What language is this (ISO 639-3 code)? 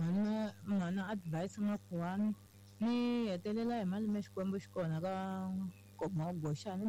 tso